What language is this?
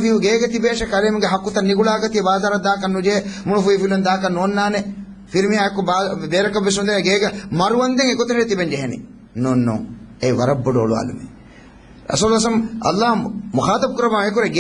Divehi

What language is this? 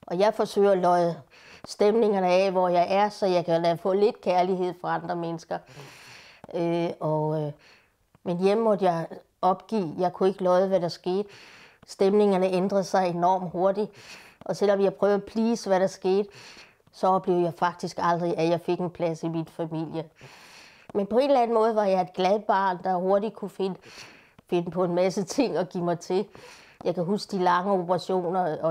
Danish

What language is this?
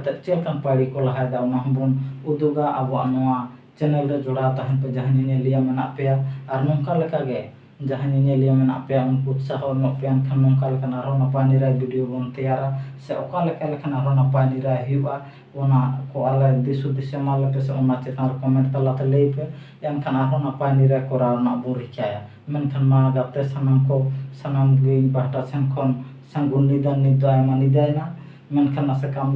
Santali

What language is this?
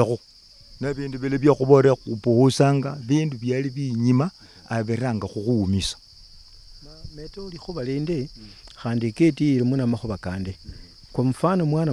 Luyia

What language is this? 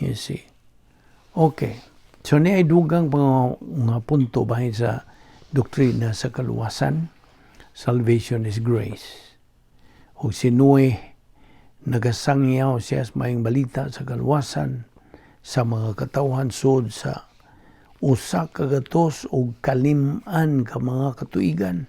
Cebuano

